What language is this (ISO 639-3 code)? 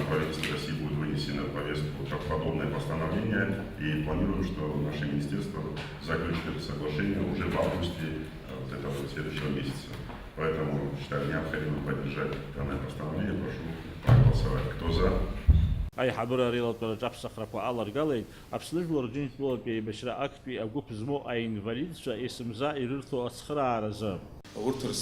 abk